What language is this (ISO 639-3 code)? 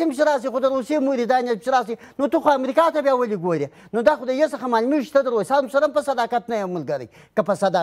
pus